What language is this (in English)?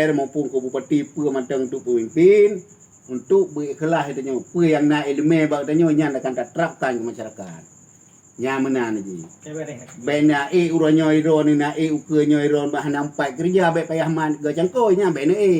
Achinese